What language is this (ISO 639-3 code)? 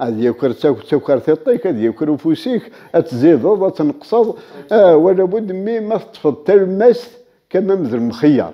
kab